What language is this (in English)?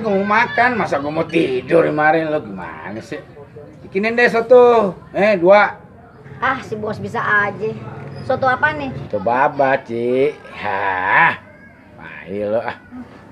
Betawi